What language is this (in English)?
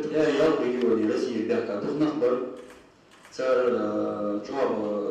Ingush